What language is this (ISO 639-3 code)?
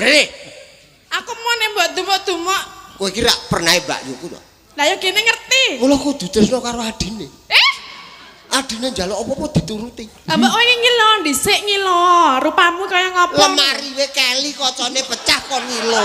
jav